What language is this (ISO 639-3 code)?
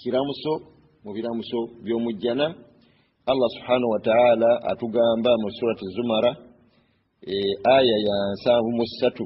lug